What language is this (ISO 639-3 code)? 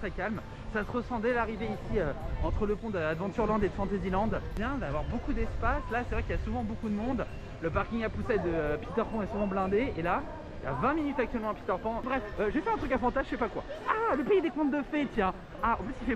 fra